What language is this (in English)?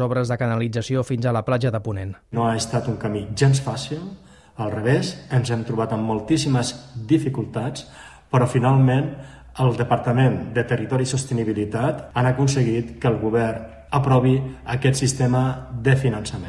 Catalan